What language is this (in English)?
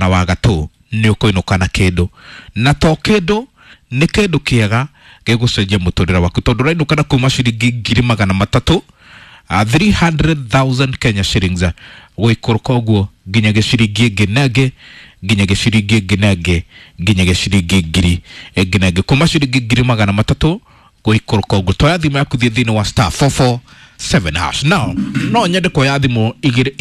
Kikuyu